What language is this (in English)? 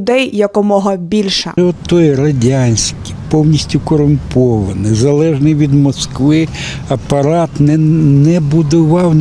Ukrainian